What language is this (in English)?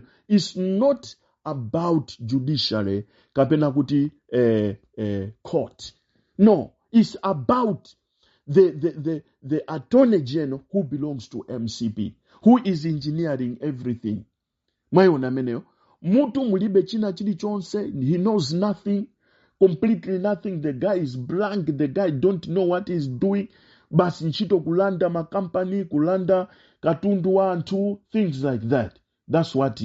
Nyanja